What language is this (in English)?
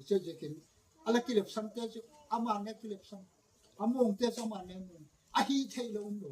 Gangte